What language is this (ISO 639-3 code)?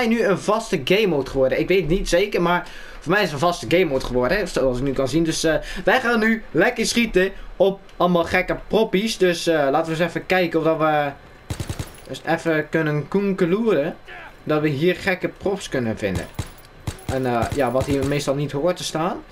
nld